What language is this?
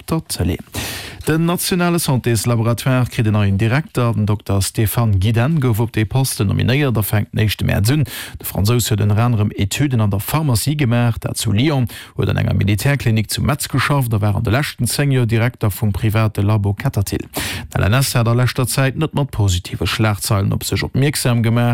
Luxembourgish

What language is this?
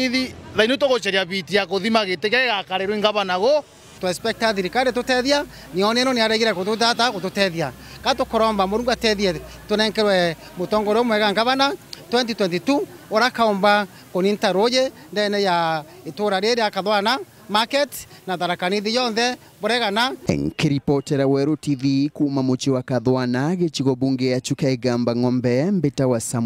Meru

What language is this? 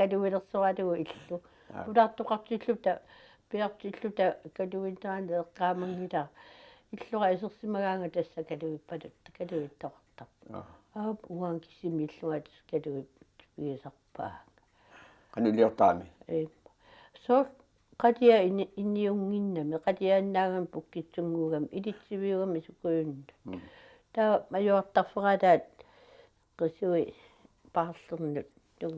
Kalaallisut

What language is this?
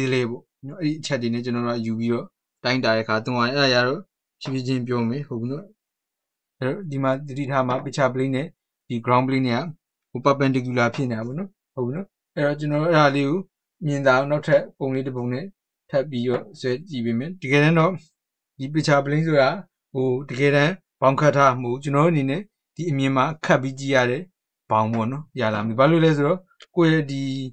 Burmese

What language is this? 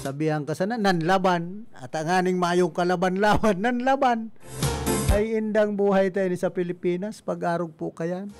Bikol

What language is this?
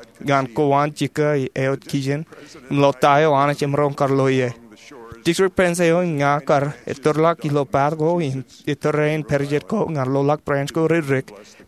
Marshallese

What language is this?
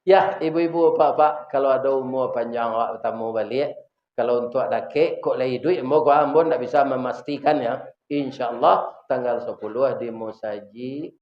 Minangkabau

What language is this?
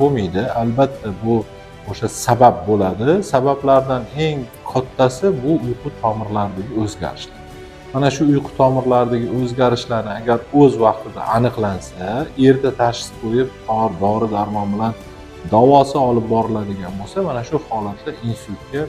Uzbek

